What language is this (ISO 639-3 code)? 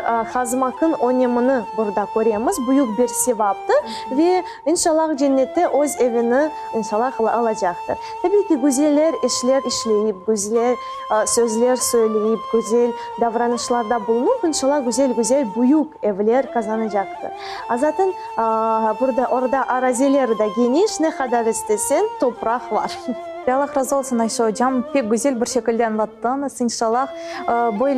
crh